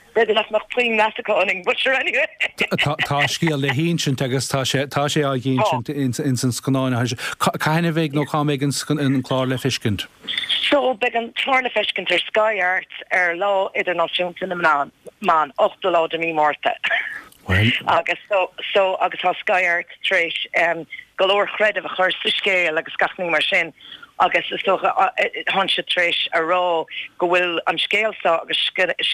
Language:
Irish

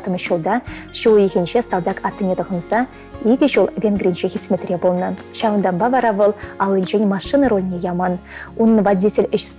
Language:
Chuvash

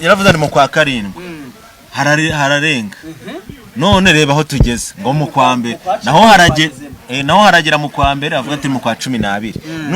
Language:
Kinyarwanda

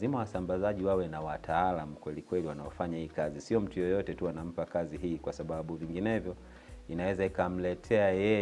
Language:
Swahili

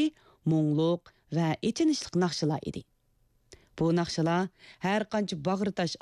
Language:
Uyghur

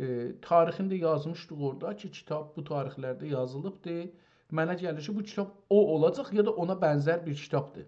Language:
South Azerbaijani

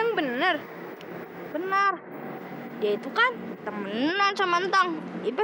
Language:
Betawi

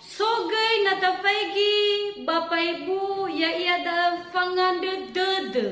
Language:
Nias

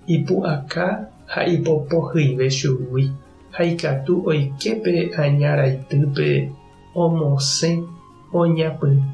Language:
Guarani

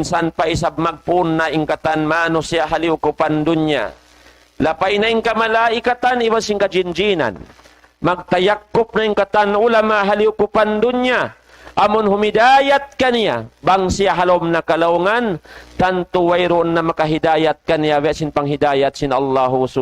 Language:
Tausug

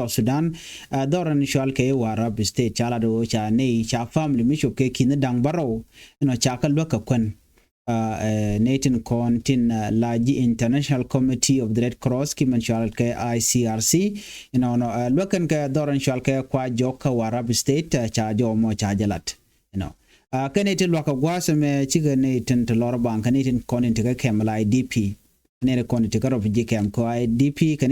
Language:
Nuer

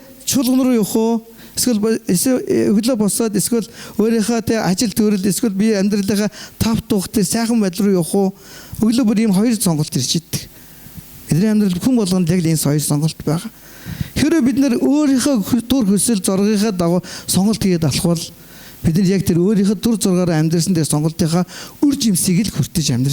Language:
Mongolian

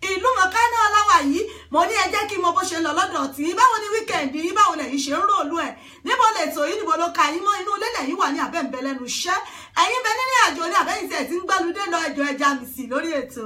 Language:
Yoruba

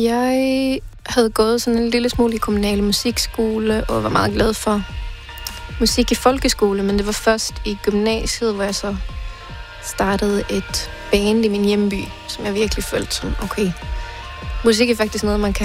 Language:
Danish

